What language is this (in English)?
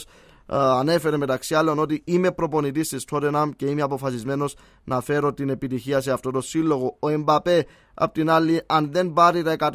Greek